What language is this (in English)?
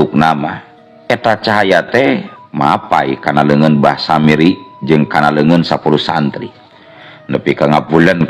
Sundanese